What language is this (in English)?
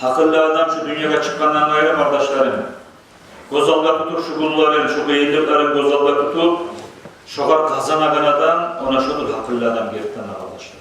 Kumyk